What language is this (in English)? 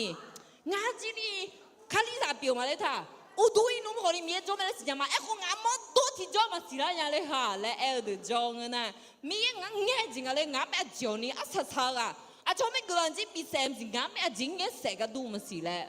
Akha